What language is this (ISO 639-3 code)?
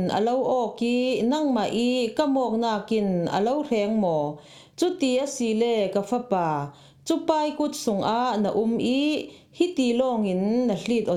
cfm